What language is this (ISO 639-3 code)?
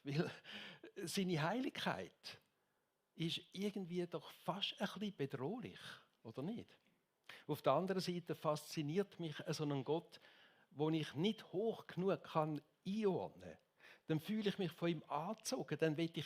gsw